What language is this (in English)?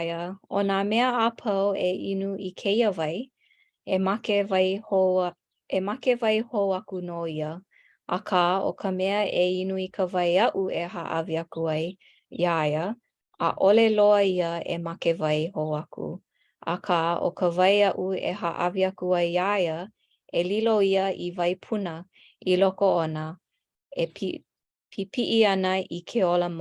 Hawaiian